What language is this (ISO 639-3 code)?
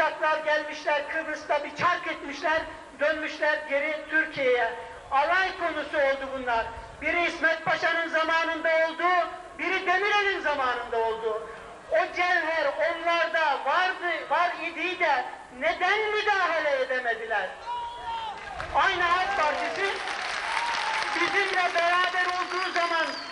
tur